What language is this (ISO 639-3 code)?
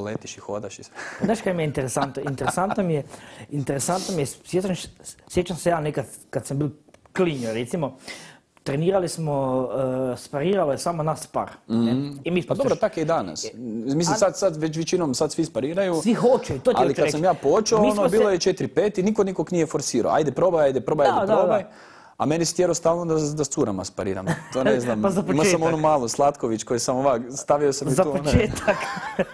hrv